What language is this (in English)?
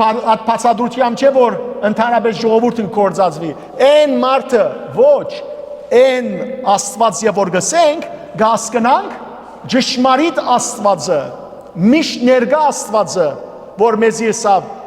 Western Armenian